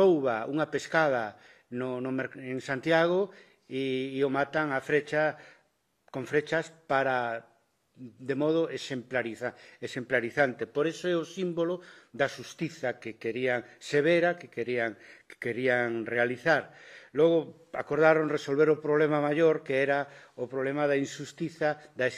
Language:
Galician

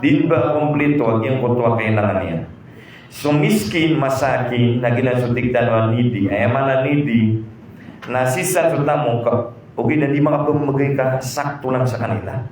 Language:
Maranao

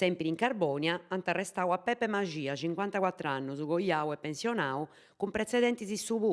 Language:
Sardinian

